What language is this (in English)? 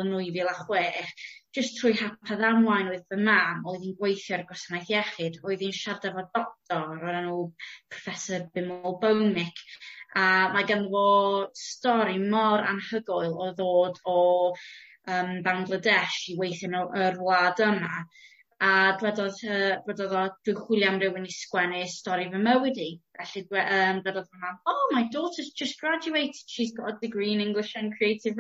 Welsh